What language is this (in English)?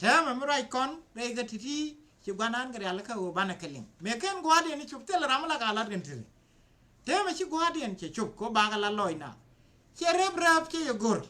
Nuer